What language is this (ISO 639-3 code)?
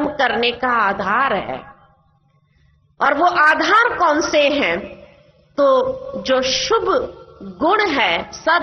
hin